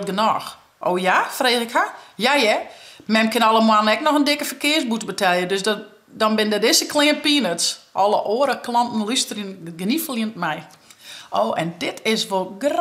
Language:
Western Frisian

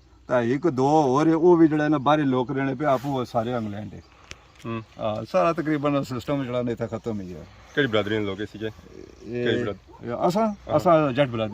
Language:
Pahari-Potwari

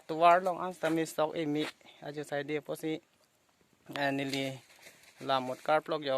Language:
Karbi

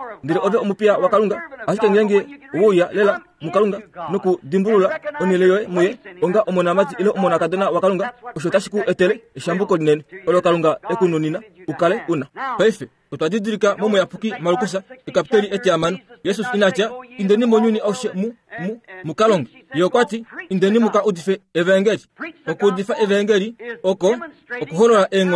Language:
Kuanyama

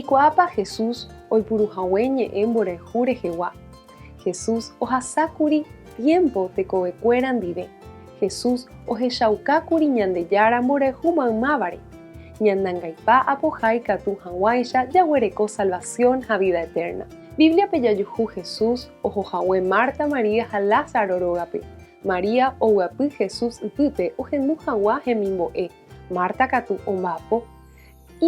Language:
Guarani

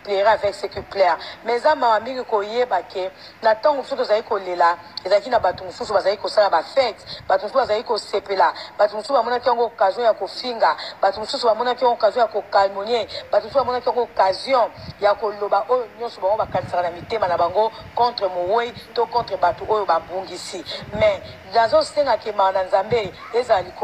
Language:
Lingala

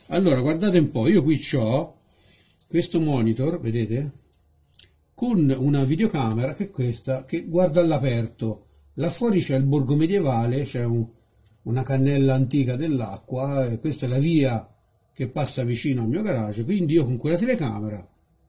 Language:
Italian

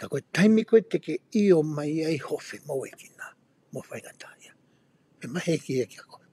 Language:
Tongan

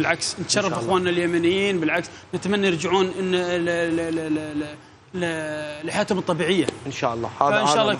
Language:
Mesopotamian Arabic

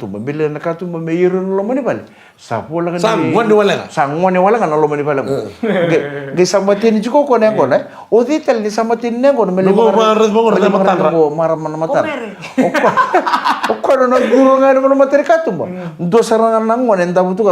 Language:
Fijian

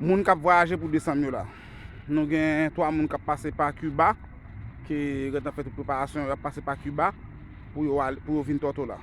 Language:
Haitian Creole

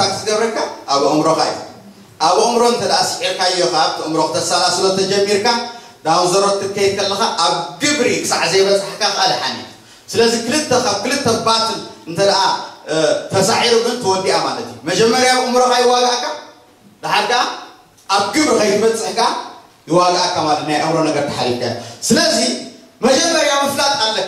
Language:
Tigrinya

